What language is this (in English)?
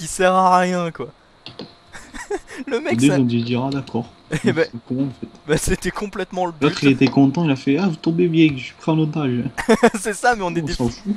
French